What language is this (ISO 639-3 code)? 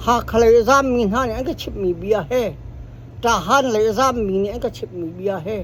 cnh